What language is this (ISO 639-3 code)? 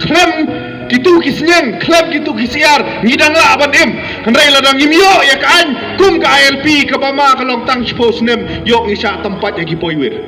kha